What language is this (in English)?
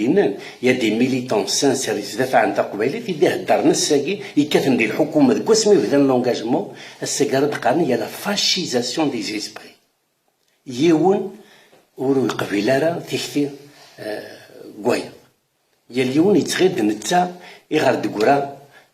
Kabyle